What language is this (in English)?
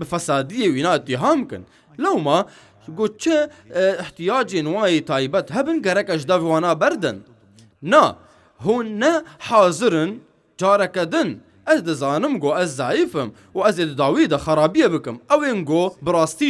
Kurdish